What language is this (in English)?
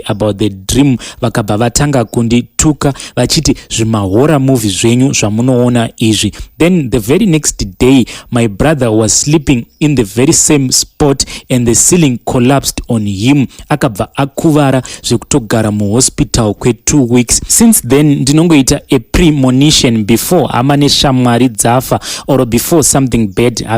Shona